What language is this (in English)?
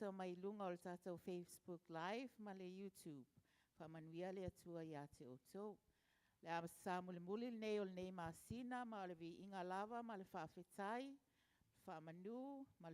Samoan